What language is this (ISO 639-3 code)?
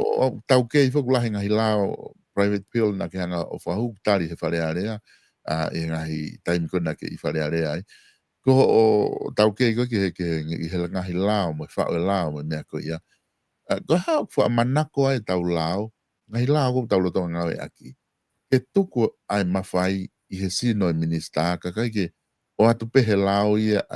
ton